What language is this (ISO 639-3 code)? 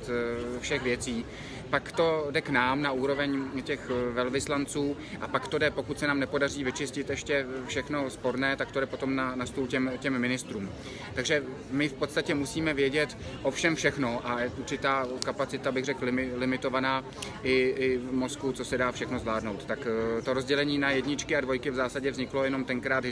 ces